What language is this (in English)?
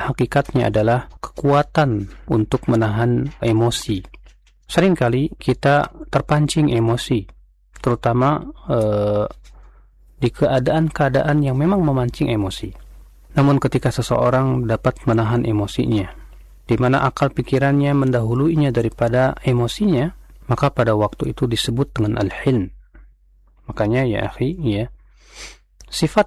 Indonesian